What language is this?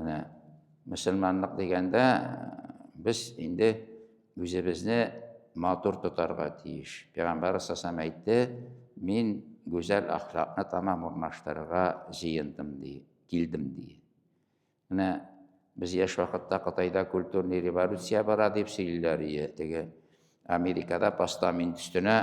Tatar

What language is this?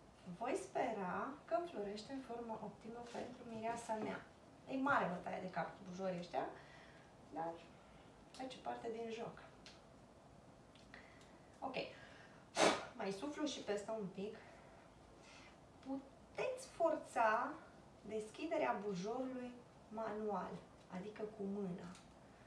Romanian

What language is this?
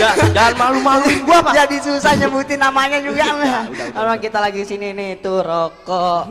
Betawi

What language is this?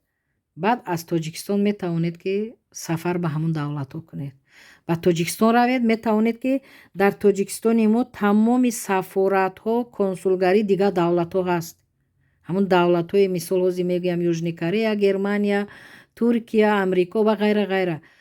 Tajik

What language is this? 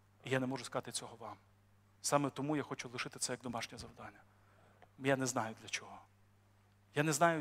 Ukrainian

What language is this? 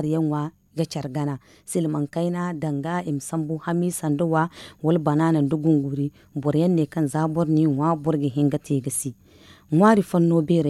Zarma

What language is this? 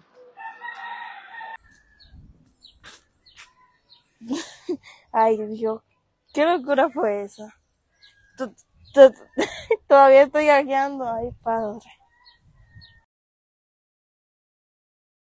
Spanish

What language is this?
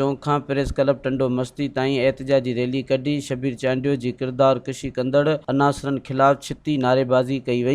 Sindhi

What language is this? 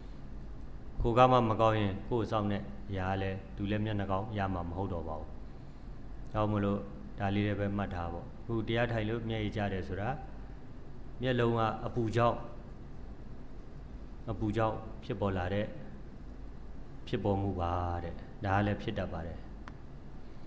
Burmese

